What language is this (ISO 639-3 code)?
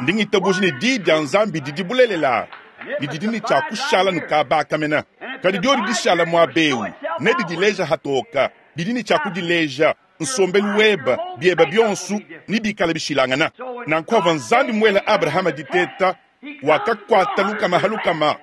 lua